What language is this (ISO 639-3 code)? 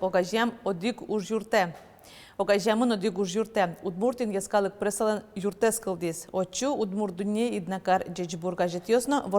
udm